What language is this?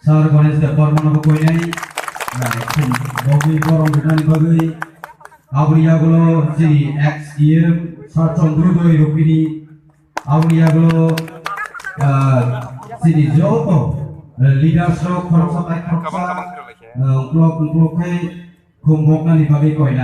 Kok Borok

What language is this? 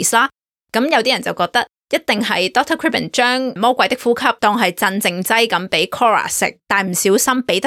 Cantonese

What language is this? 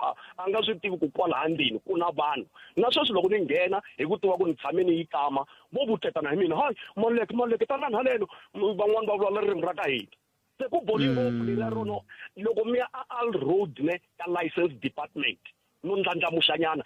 Tsonga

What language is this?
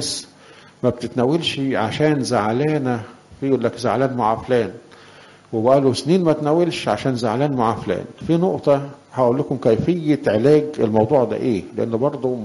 Egyptian Arabic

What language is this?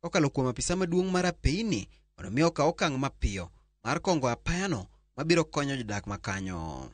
Luo (Kenya and Tanzania)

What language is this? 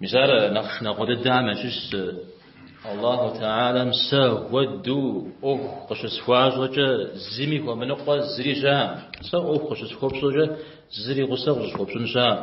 Kabardian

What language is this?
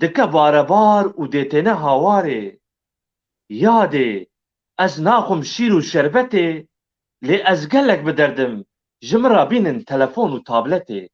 Kurdish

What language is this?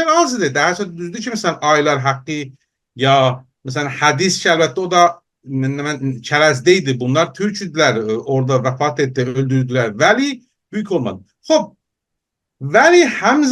South Azerbaijani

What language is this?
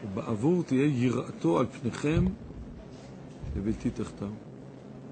Hebrew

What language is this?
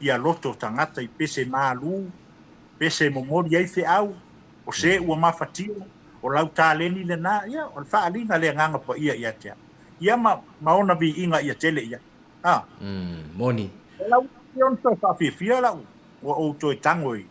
Samoan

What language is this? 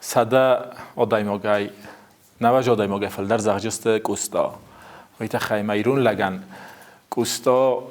Ossetic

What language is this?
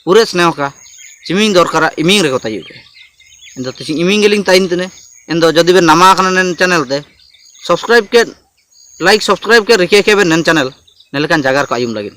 Ho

